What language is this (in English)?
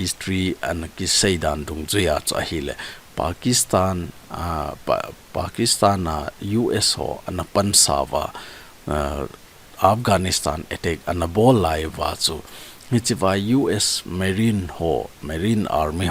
Thado Chin